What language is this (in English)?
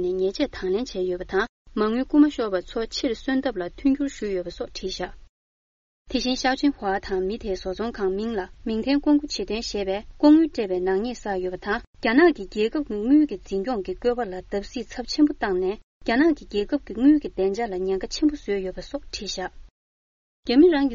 Tibetan